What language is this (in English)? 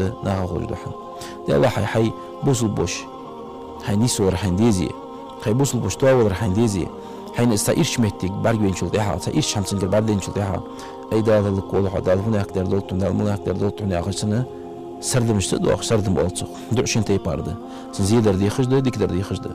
Ingush